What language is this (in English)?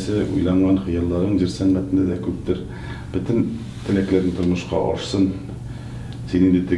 Tatar